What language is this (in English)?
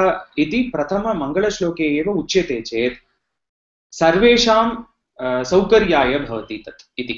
Sanskrit